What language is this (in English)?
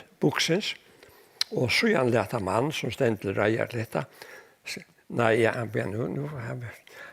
Faroese